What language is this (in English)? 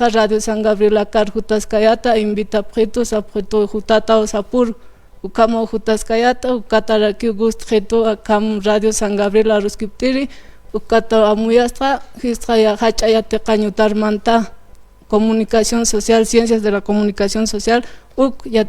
Aymara